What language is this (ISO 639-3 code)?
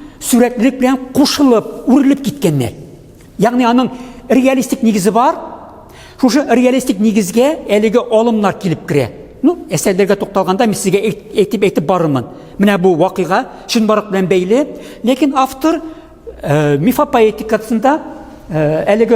tat